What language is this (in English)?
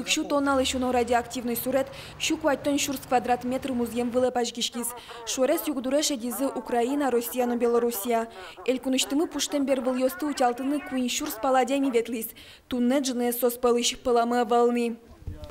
Udmurt